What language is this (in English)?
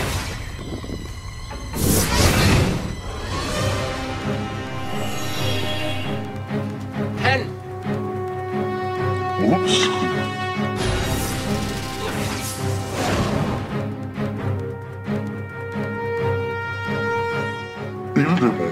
Danish